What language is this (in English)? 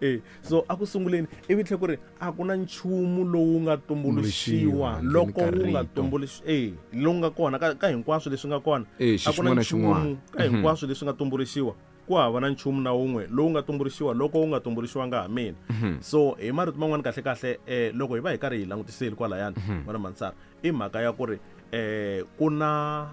Tsonga